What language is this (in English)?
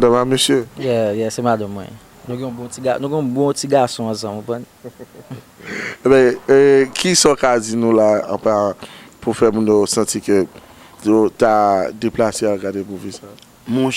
Haitian Creole